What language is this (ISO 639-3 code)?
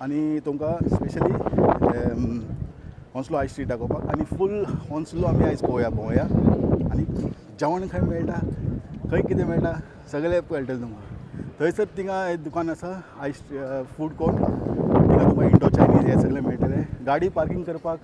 kok